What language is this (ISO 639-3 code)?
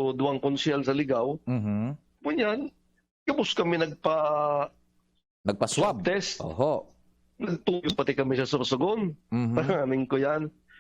bik